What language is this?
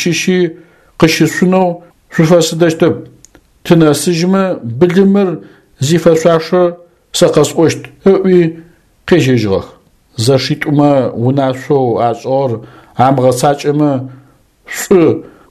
Adyghe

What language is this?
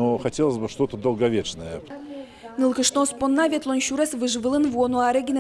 Udmurt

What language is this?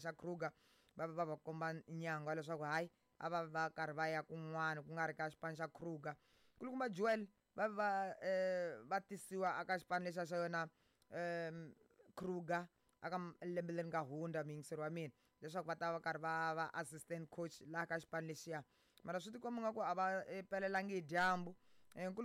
Tsonga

